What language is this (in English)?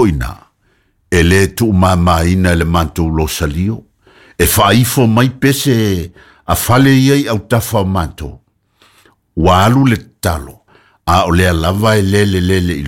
Samoan